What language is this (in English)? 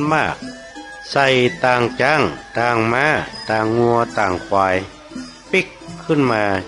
Northern Thai